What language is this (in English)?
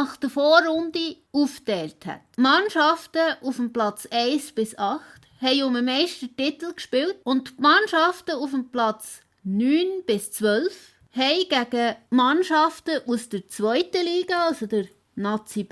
Swiss German